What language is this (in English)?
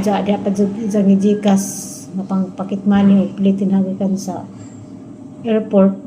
Cebuano